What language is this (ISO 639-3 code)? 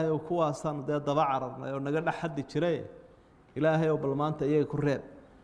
som